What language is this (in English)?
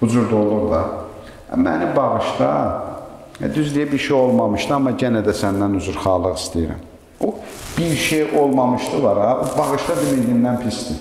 Azerbaijani